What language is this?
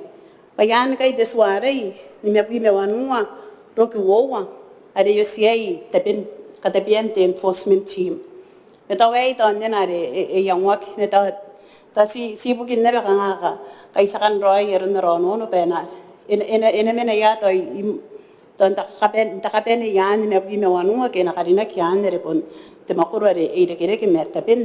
Gilbertese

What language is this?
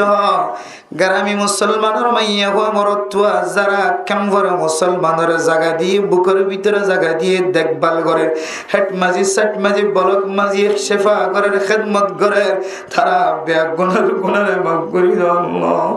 Rohingya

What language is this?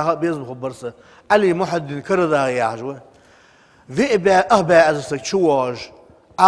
Ingush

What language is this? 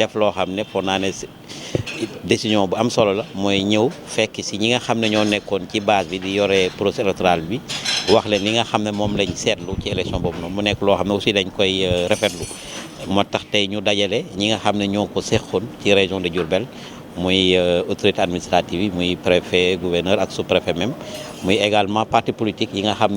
Wolof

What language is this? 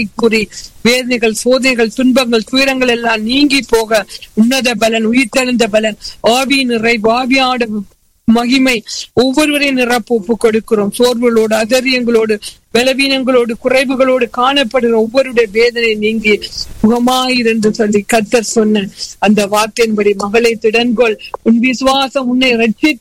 Tamil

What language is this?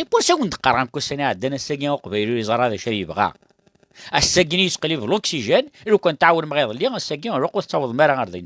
Kabyle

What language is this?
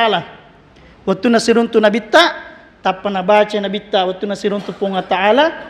Buginese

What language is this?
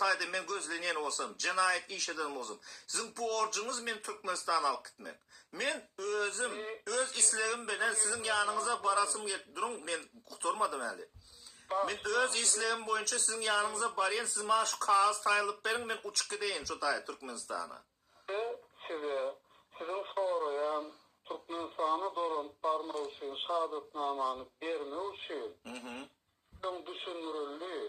Turkmen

